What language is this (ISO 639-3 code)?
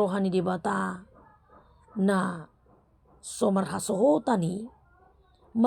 bbc